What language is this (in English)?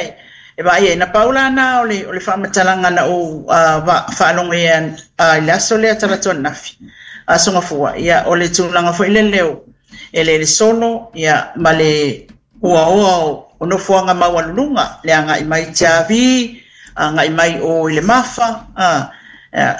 Samoan